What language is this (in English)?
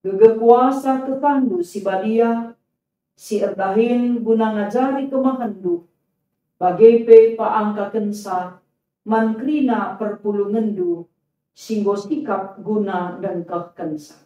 Batak Karo